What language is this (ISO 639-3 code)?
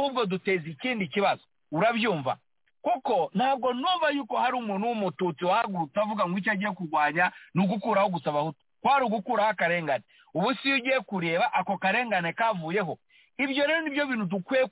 kin